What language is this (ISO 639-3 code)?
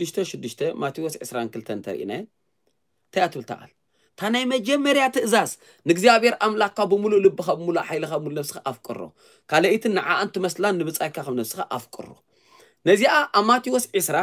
tir